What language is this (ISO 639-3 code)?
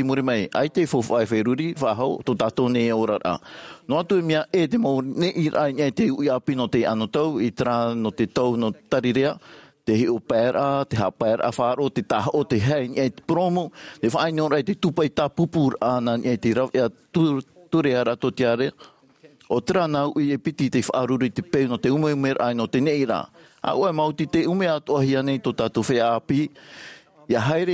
tah